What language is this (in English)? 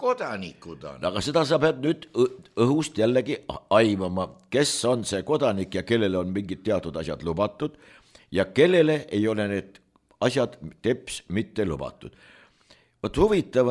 Estonian